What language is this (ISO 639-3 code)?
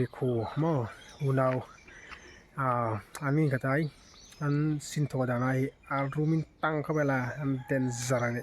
hmr